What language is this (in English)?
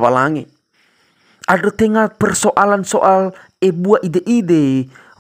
Nias